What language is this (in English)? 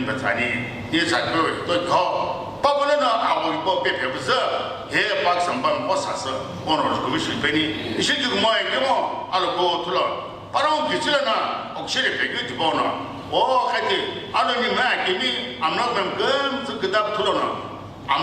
Sumi Naga